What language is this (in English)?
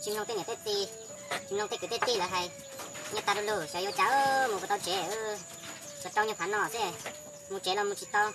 Hmong